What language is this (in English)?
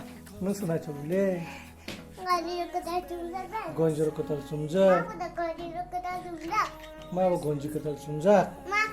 Kok Borok